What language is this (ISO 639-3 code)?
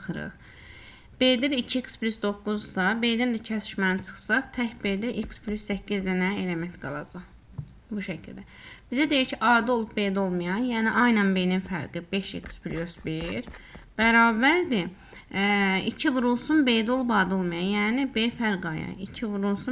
aze